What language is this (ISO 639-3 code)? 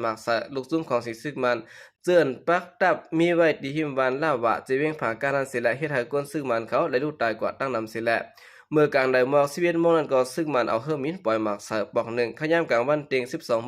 shn